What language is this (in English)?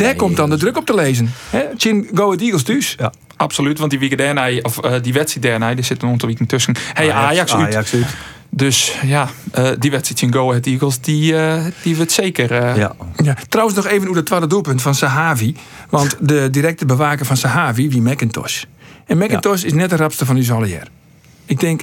Western Frisian